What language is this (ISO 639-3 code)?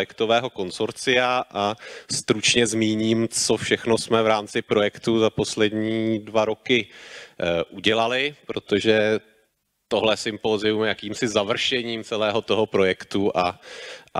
ces